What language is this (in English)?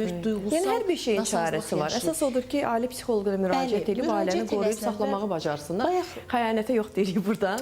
Azerbaijani